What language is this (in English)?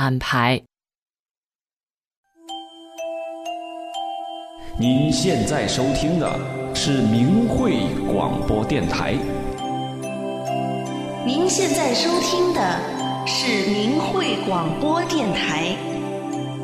Chinese